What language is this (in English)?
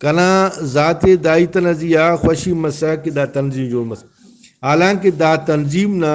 Brahui